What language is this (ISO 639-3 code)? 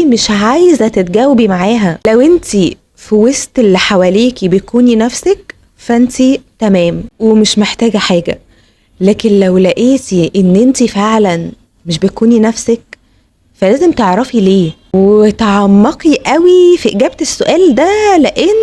arz